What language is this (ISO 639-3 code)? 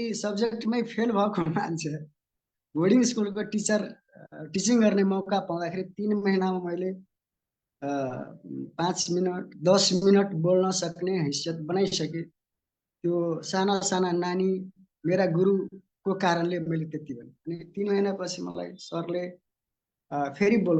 nep